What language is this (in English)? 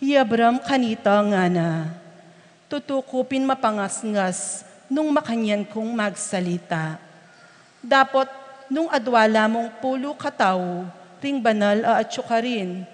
Pampanga